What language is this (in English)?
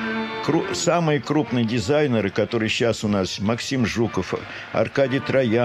Russian